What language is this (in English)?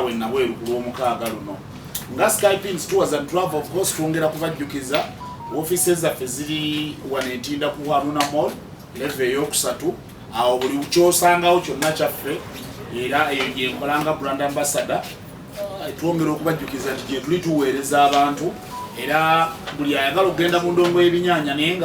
Ganda